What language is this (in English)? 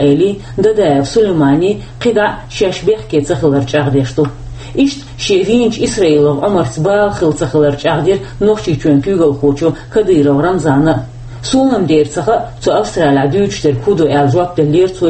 Chechen